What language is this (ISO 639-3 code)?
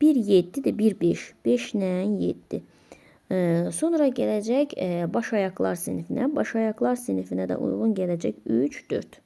aze